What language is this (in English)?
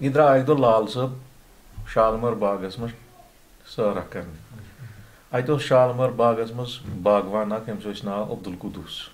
Kashmiri